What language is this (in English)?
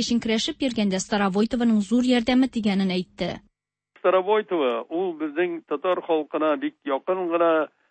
Tatar